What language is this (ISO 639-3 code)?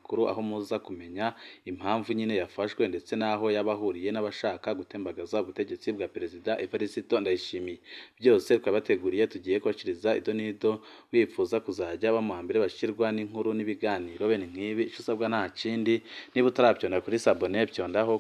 run